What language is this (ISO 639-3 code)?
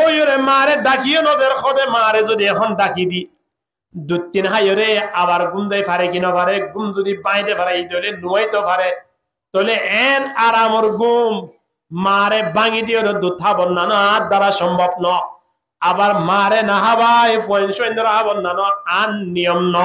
rhg